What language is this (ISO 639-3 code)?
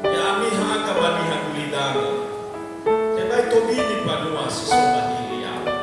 nia